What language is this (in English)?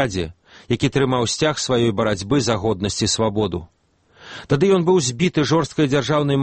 Belarusian